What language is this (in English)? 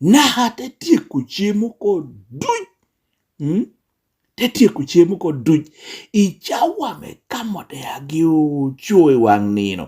Lango (Uganda)